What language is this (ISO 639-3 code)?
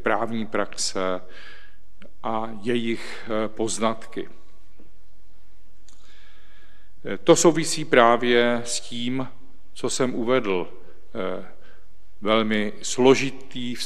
ces